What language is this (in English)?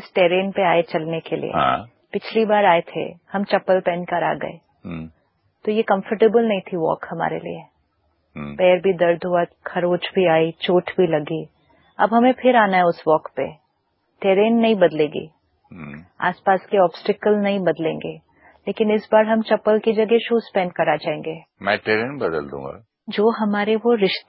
Hindi